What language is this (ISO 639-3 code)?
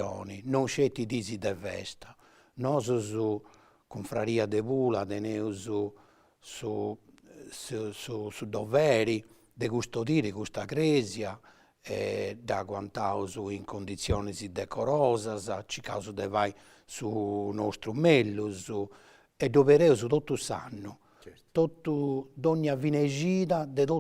srd